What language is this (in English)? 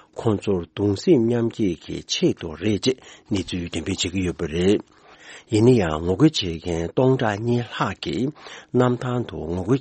Tibetan